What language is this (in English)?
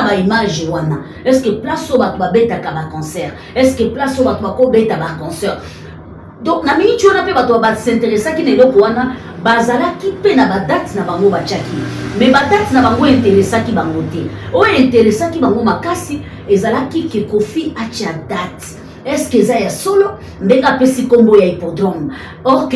Lingala